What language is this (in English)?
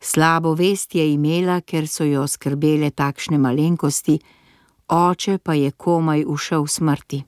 Slovenian